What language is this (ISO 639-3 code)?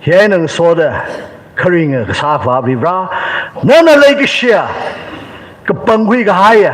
nmf